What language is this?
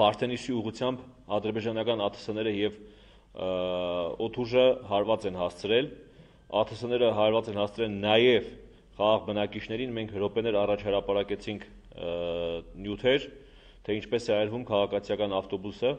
Armenian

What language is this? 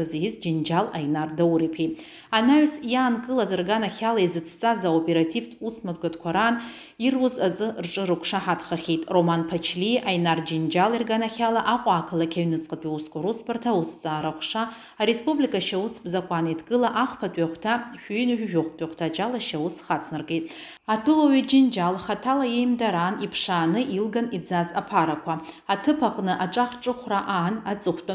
Abkhazian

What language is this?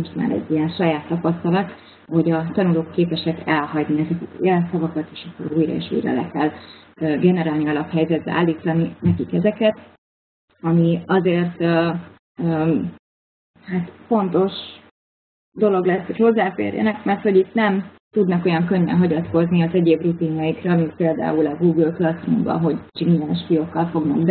Hungarian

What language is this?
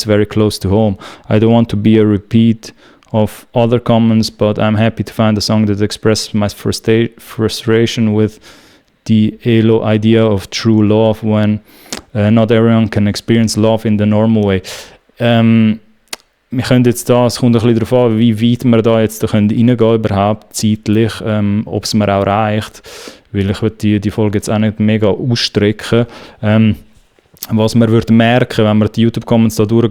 Swiss German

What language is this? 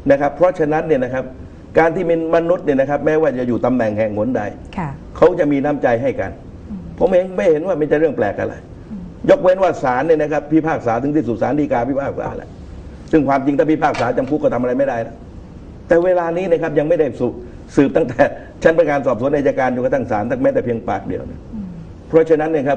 Thai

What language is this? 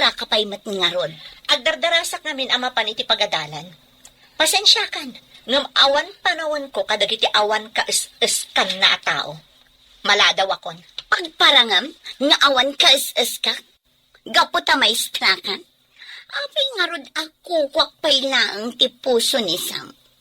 Iloko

